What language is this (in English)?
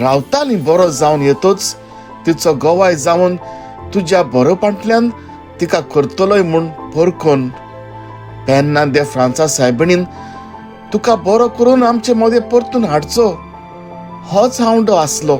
Konkani